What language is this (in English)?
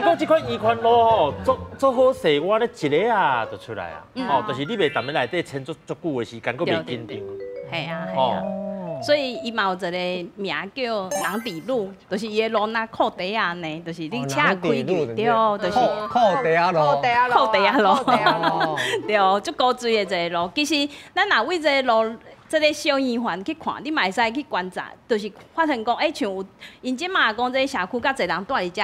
Min Nan Chinese